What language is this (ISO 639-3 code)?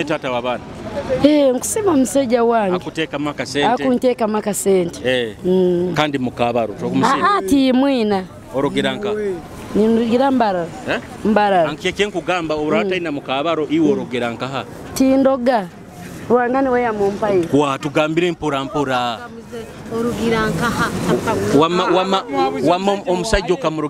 nyo